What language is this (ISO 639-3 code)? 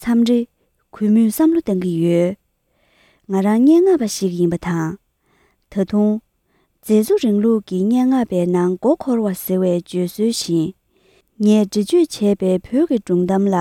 bod